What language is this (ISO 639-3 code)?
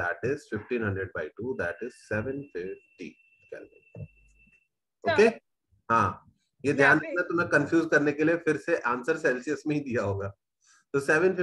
hin